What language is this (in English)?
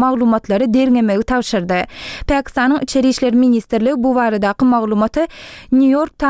Turkmen